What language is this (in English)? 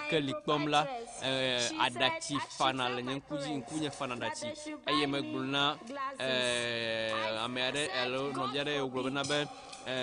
Ewe